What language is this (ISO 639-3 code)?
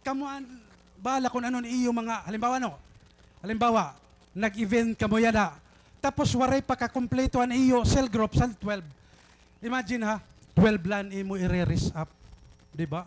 war